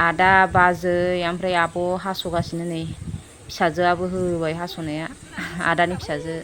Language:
Bodo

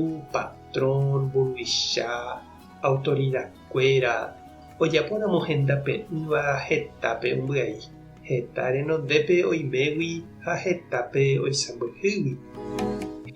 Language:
Guarani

